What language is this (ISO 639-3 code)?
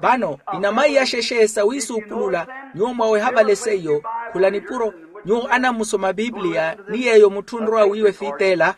vmw